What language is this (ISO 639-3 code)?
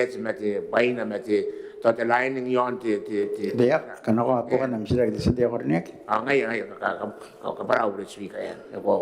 gil